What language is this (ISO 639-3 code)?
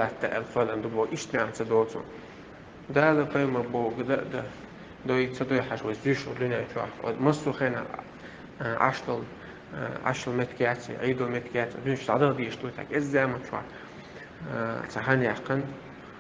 che